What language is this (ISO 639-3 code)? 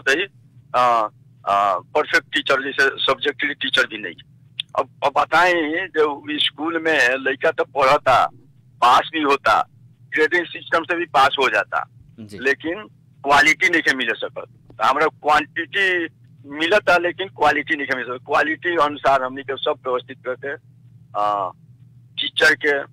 bho